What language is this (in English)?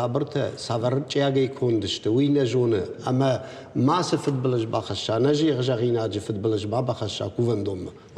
Ossetic